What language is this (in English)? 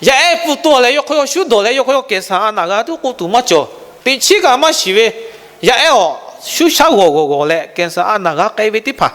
Lahu